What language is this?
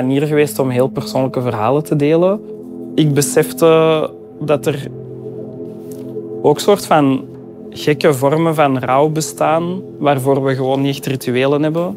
Dutch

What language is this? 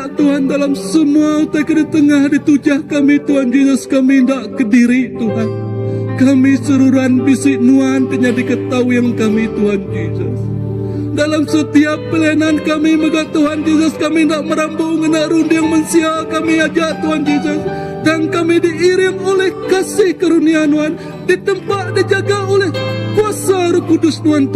Iban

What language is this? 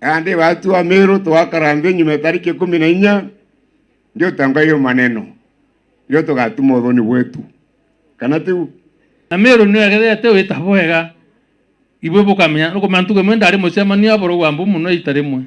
Meru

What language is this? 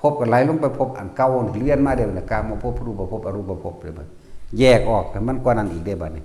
Northeastern Thai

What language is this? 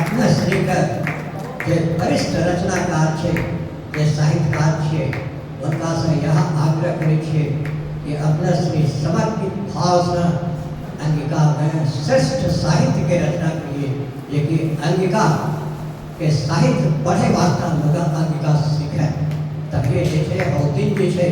Angika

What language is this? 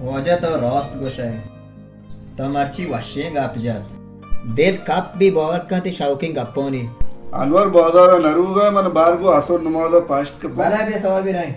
Baluchi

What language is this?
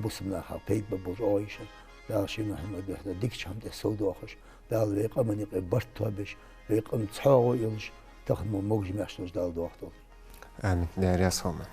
Ingush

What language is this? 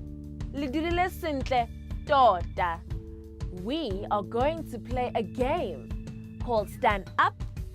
Tswana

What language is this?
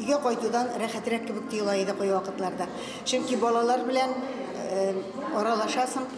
Tatar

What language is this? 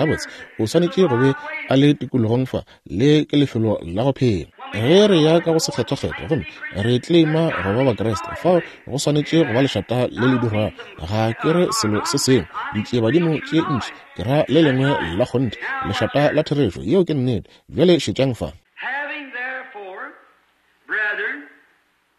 Northern Sotho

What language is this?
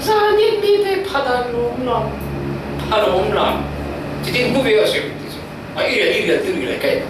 Falam Chin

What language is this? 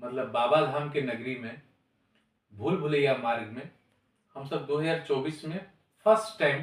Maithili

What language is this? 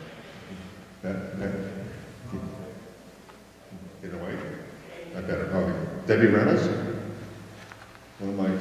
English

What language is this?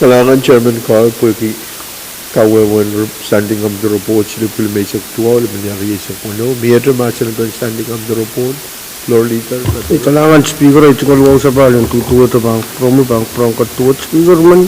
Pohnpeian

